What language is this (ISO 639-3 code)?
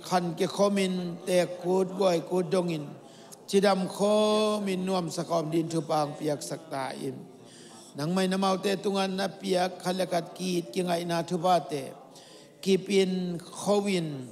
ctd